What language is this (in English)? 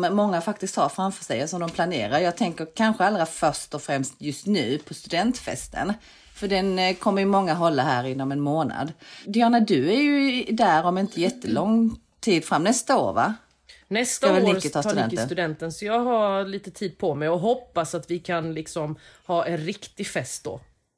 Swedish